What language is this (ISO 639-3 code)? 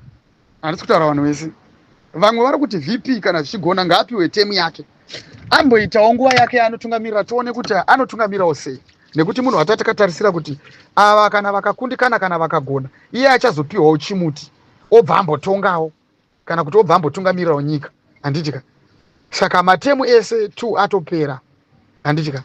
sna